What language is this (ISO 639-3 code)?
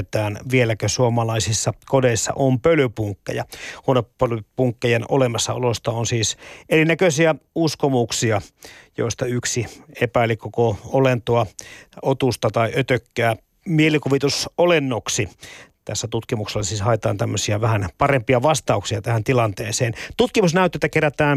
fin